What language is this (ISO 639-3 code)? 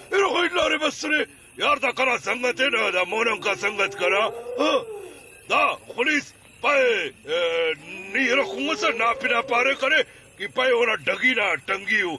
brh